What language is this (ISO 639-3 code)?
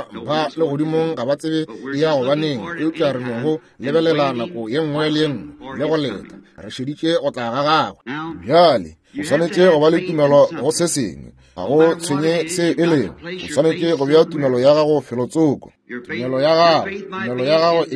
nso